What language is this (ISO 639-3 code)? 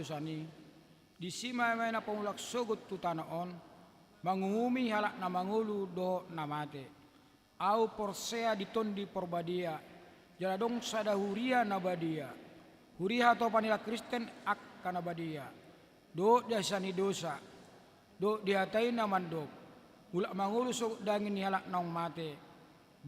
bbc